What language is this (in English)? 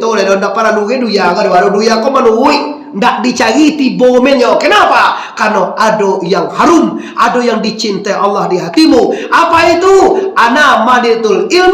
Minangkabau